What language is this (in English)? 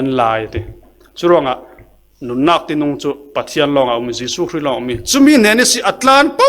Falam Chin